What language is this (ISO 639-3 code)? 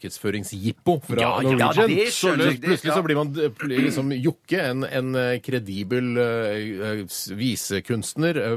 nor